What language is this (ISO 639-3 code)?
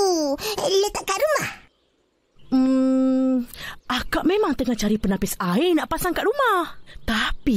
msa